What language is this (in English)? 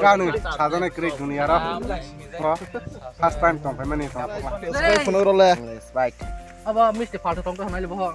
Kok Borok